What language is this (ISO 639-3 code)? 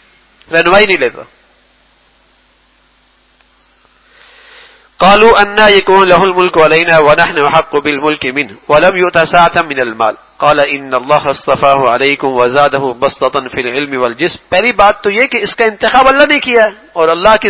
urd